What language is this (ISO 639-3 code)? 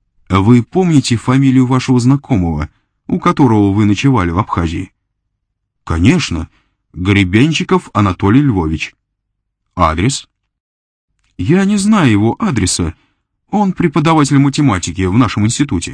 rus